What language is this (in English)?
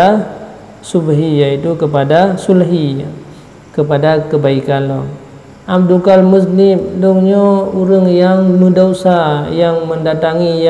Achinese